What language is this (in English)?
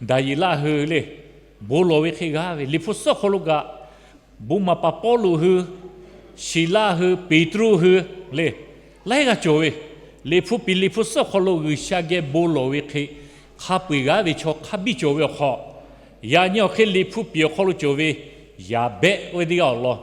Lahu